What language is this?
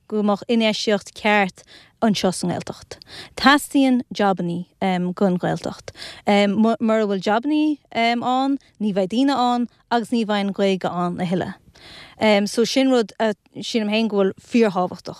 Irish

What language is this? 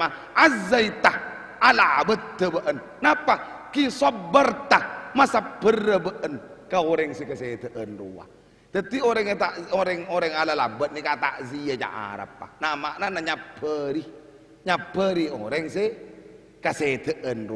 Madurese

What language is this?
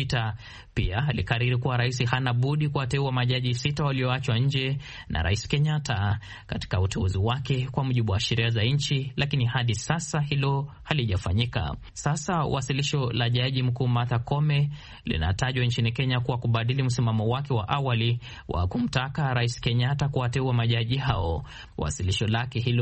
Swahili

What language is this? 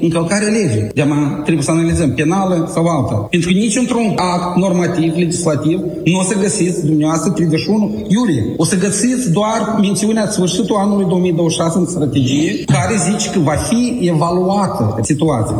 Romanian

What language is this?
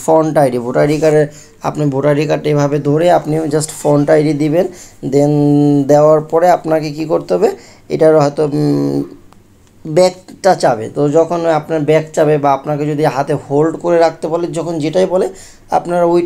Bangla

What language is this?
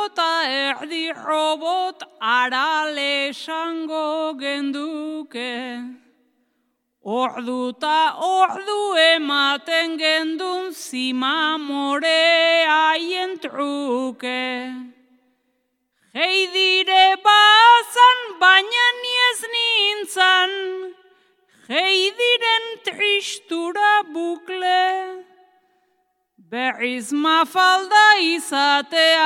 Basque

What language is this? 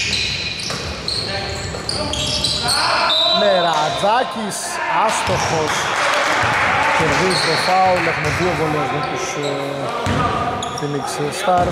Greek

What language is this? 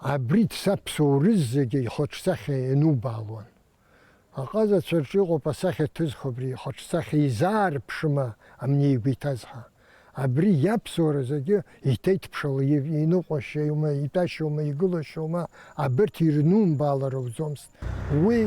Abkhazian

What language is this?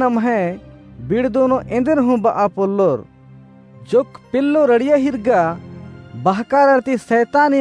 Kurukh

